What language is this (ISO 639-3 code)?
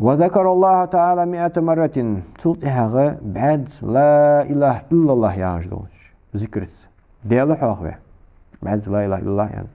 inh